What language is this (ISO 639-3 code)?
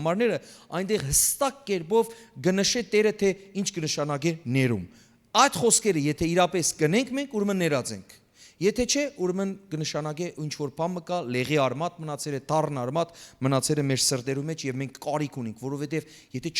hyw